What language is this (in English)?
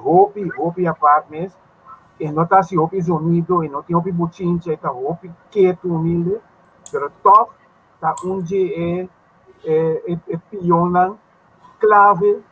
Papiamento